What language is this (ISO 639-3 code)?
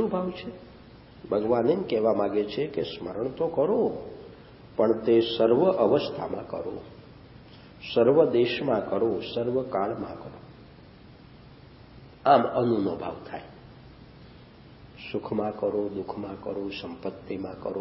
guj